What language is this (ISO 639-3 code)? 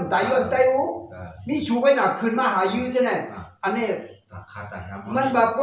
shn